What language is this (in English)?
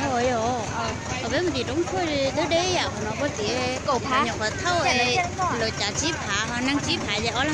Hmong